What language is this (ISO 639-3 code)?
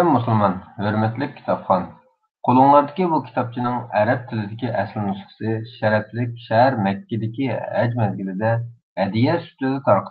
uig